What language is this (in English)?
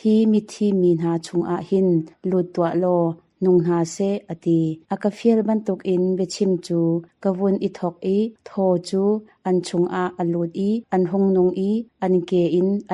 Hakha Chin